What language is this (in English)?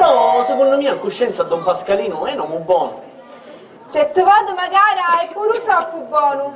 Sicilian